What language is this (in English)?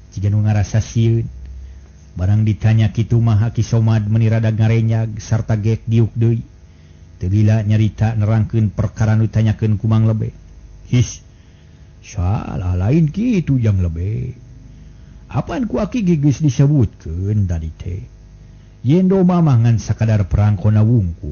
Sundanese